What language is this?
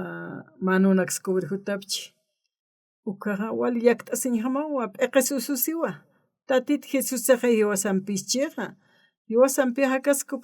Aymara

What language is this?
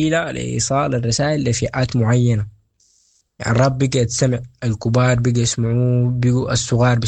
Sudanese Arabic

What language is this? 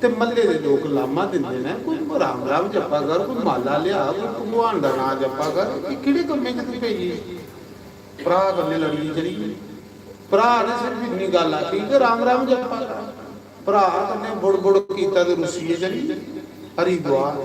Dogri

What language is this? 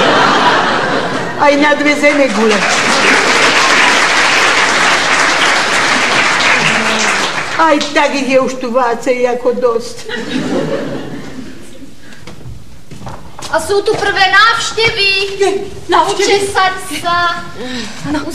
Slovak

